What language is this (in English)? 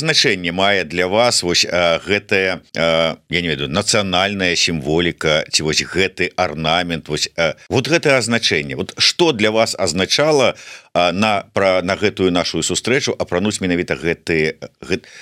Belarusian